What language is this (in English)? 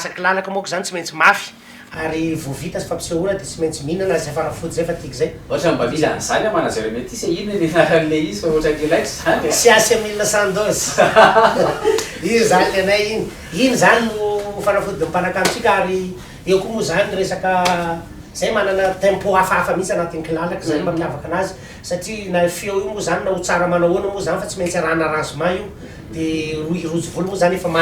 Malagasy